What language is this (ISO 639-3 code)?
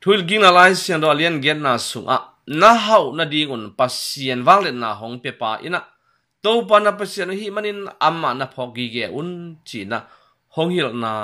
ctd